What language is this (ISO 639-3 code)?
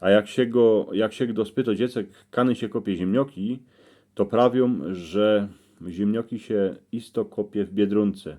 szl